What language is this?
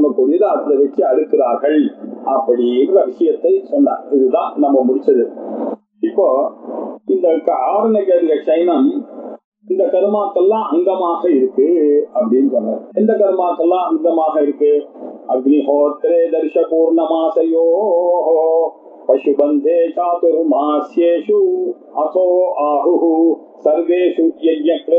Tamil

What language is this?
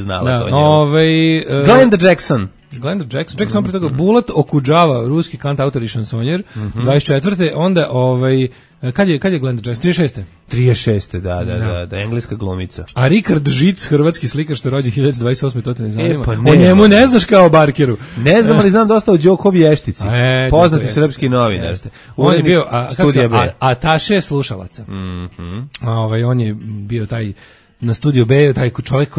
Serbian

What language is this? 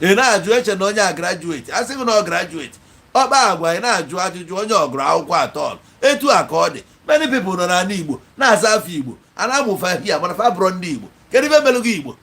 Igbo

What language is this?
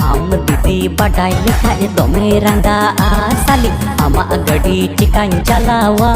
Santali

